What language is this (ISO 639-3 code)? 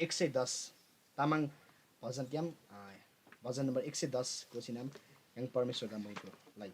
taj